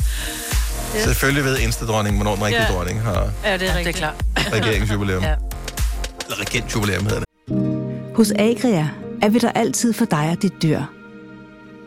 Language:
Danish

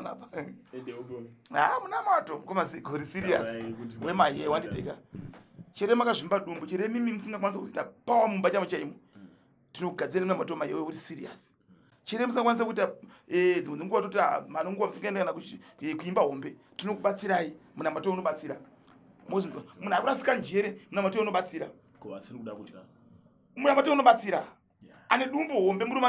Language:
Shona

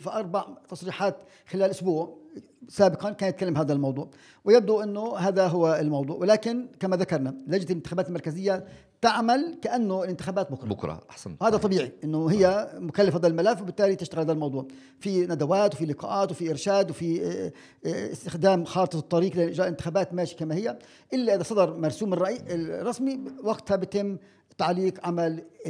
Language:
Arabic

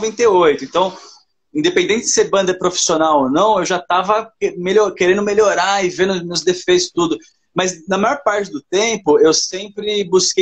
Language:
Portuguese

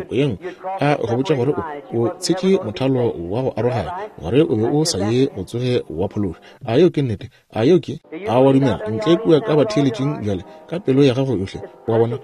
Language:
Northern Sotho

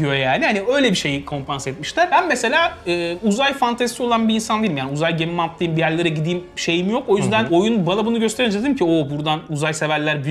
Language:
Turkish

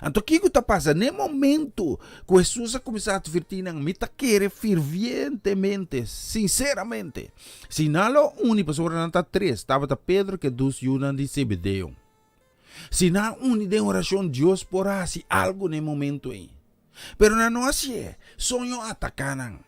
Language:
Papiamento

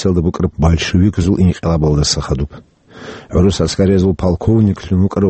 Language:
Avaric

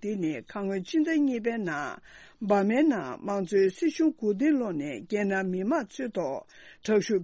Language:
Tibetan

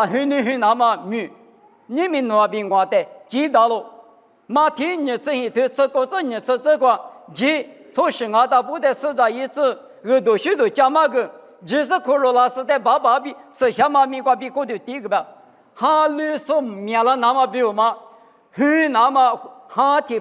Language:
Lisu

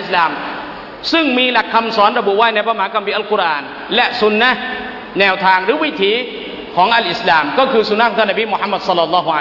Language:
Thai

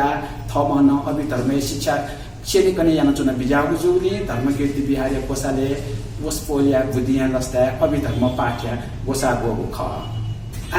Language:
Newari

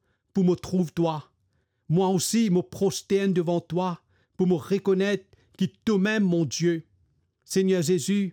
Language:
Morisyen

